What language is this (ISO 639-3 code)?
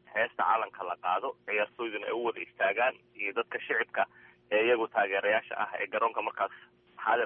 som